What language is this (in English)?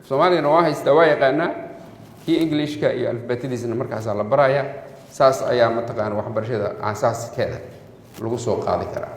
Somali